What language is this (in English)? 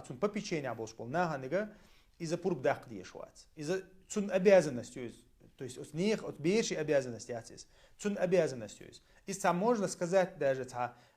Chechen